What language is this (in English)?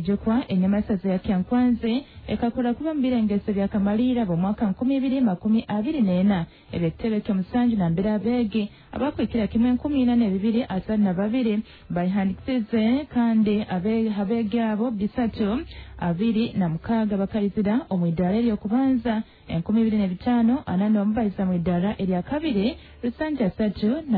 Nyoro